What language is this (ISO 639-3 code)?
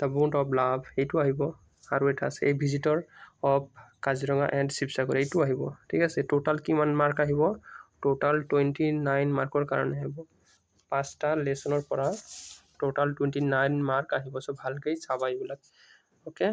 asm